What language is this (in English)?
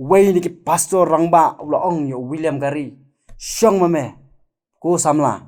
Khasi